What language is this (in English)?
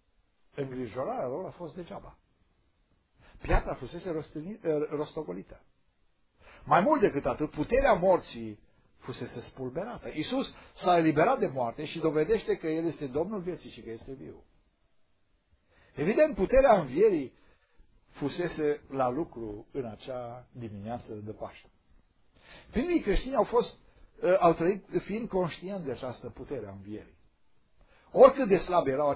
Romanian